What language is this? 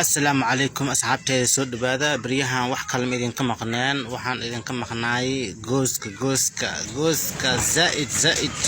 Somali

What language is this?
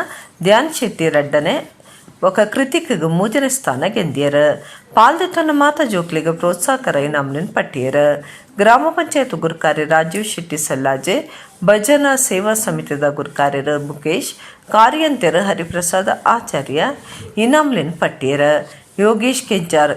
Tulu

